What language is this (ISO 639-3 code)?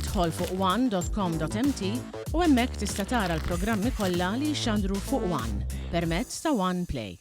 mlt